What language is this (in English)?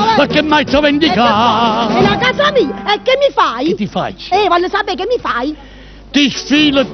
Neapolitan